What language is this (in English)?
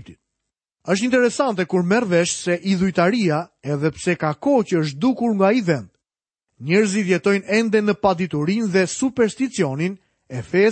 Albanian